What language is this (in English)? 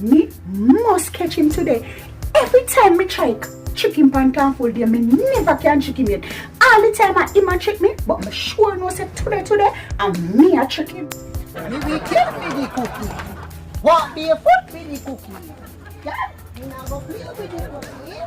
Jamaican Creole English